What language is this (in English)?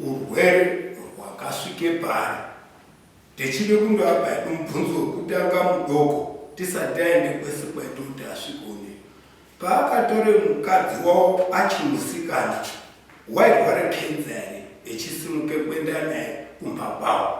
Shona